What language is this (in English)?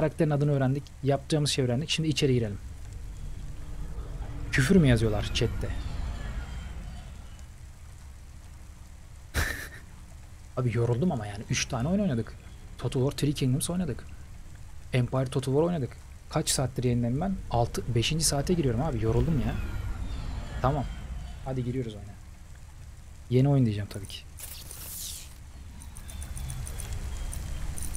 Turkish